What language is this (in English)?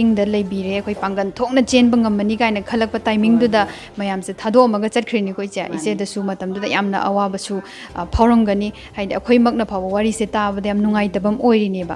Manipuri